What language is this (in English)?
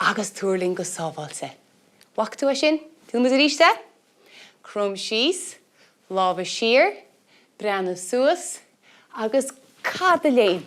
Irish